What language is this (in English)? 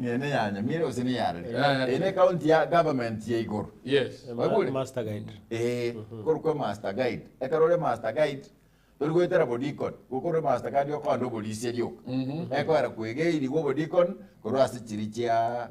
Gusii